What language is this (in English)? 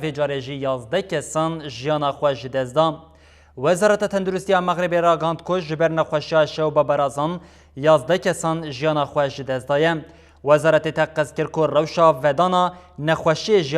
Kurdish